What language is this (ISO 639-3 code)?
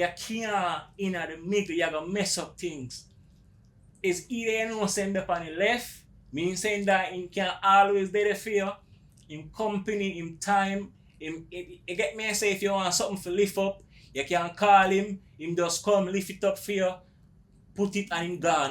jam